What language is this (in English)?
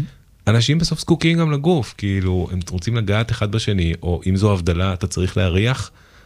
Hebrew